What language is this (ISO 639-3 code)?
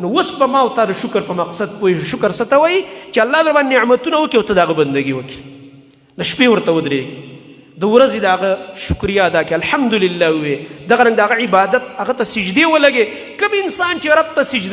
pus